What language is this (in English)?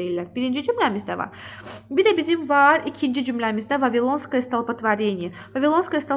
Azerbaijani